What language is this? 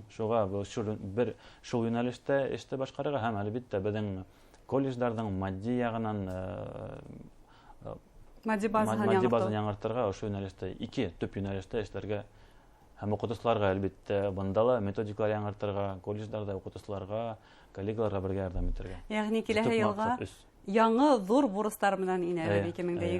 Bashkir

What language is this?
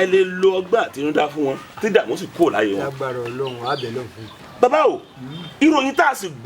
Yoruba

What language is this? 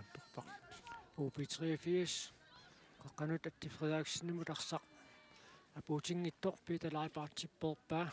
Kalaallisut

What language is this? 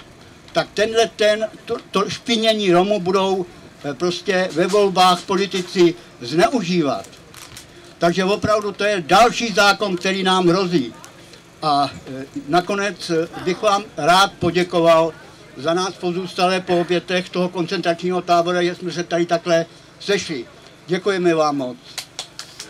Czech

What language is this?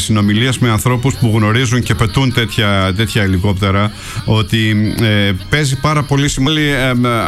Greek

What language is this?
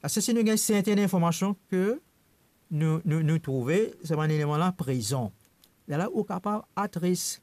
Morisyen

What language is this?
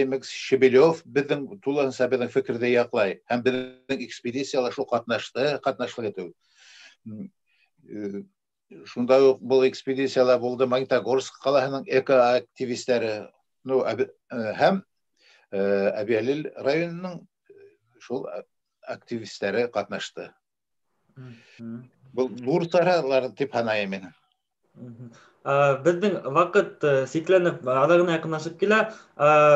Bashkir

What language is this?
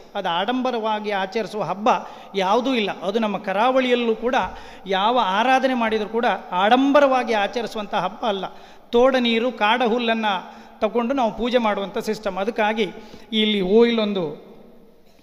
Kannada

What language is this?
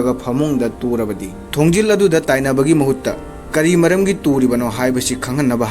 Manipuri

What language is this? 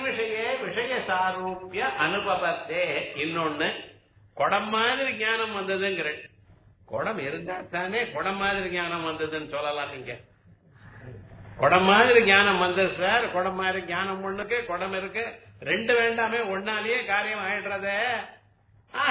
Tamil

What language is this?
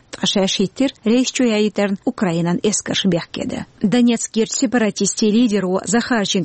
Chechen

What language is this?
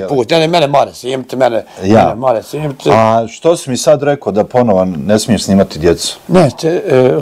Bosnian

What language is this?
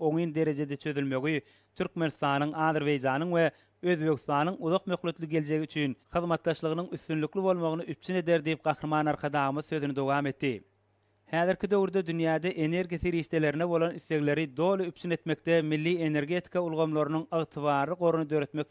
Turkmen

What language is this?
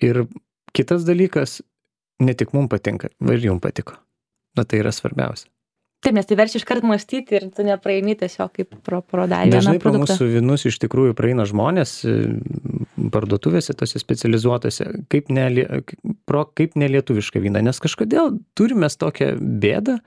Lithuanian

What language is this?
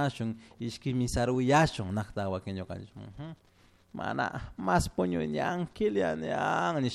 Chimborazo Highland Quichua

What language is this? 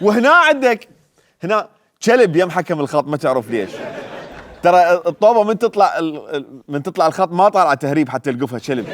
Mesopotamian Arabic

